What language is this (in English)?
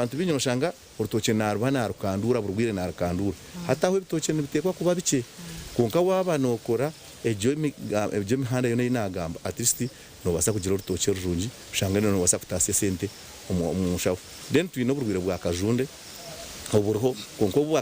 Nyankole